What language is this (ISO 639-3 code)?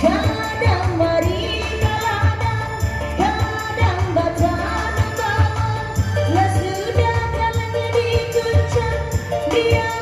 min